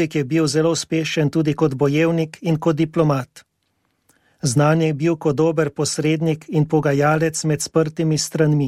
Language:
Slovenian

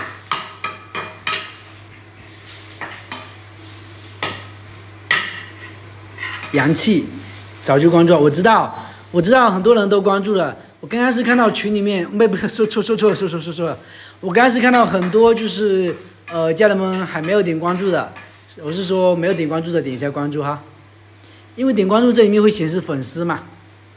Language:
Chinese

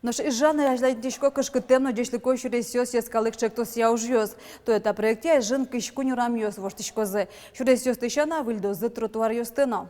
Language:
Udmurt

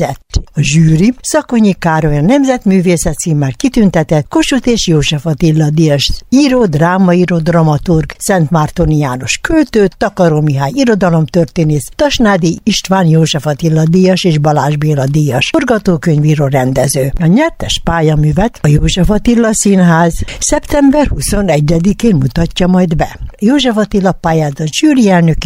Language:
Hungarian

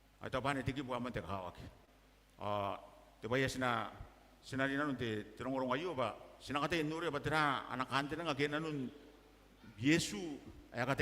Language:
Gilbertese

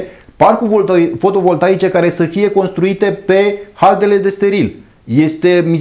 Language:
Romanian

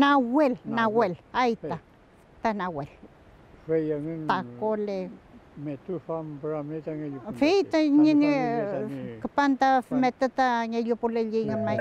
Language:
Mapuche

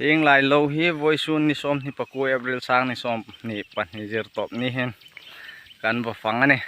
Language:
Hmar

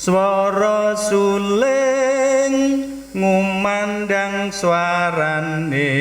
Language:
Javanese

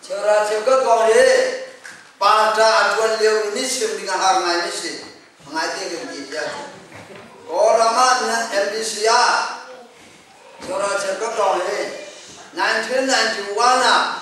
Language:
Hakha Chin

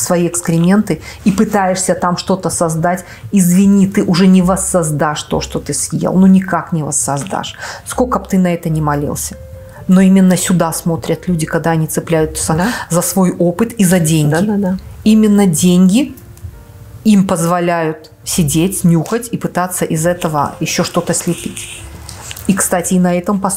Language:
Russian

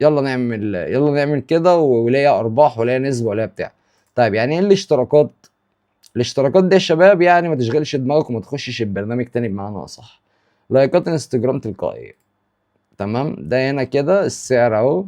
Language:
Egyptian Arabic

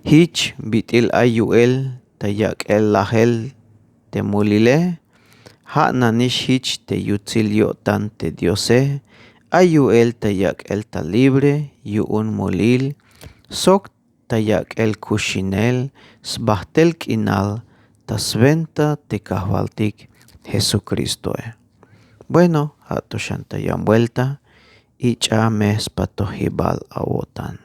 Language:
Tzeltal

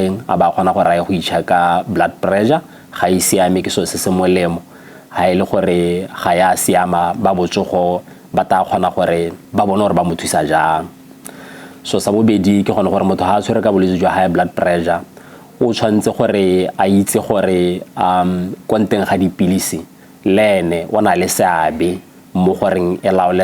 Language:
Tswana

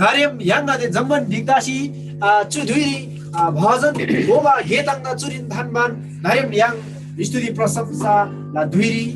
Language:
Eastern Tamang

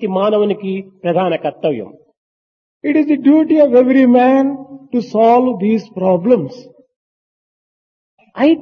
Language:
Telugu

